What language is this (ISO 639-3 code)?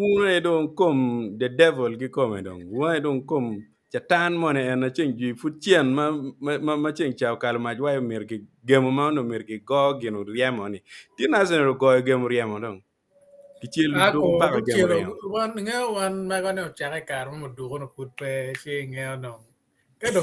ach